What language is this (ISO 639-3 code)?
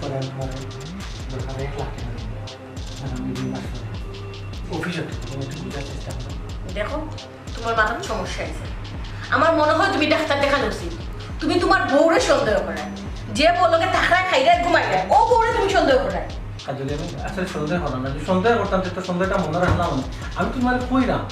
syl